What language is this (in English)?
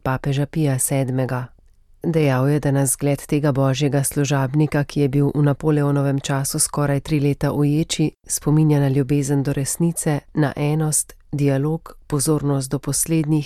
Slovenian